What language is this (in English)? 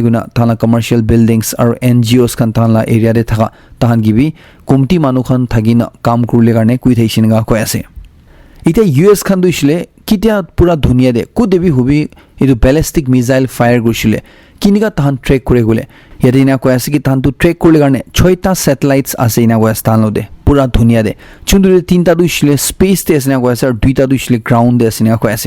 Naga Pidgin